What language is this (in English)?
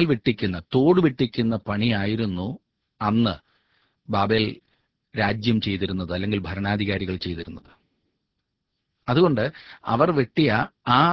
Malayalam